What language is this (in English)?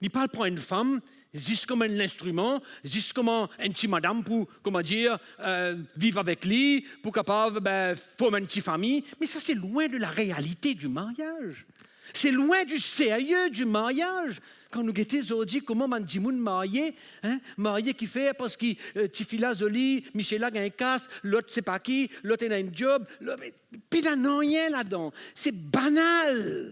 Morisyen